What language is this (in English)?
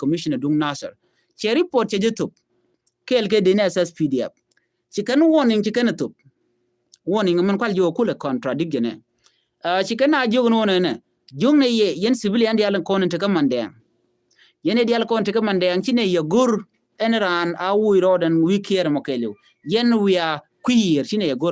Nuer